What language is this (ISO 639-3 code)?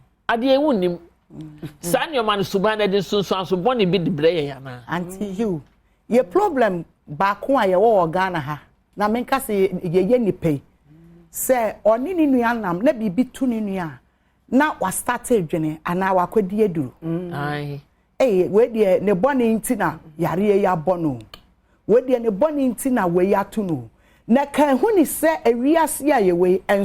aka